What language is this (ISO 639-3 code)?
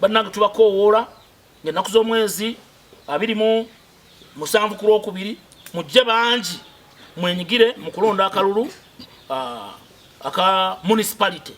lug